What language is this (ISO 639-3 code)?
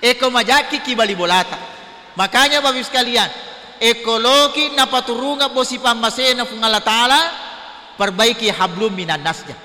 bug